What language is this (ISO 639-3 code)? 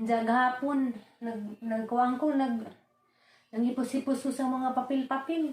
ceb